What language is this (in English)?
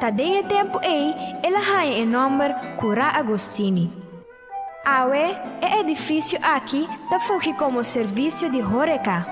Papiamento